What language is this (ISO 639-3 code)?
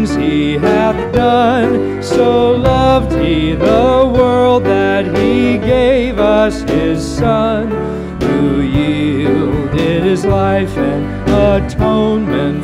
eng